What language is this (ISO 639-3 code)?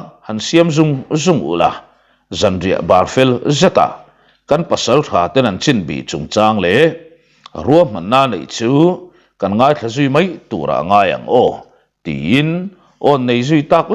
lus